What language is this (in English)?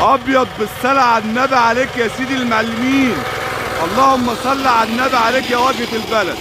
Egyptian Arabic